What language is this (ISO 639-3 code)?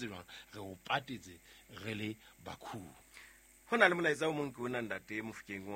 sot